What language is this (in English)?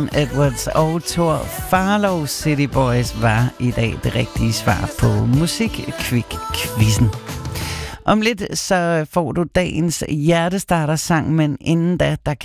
Danish